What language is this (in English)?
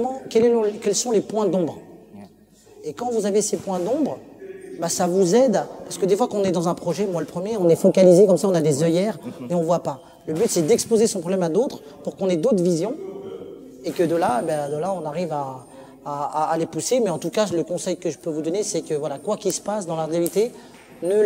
French